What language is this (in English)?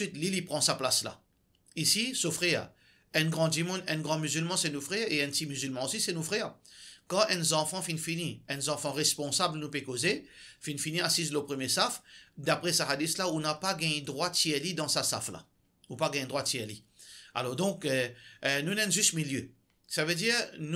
Morisyen